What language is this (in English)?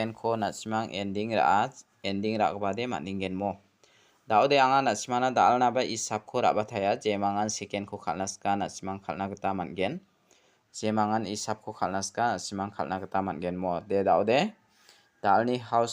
Garo